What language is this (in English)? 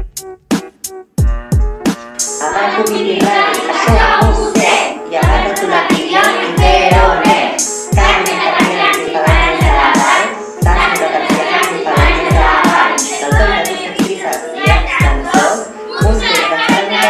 Catalan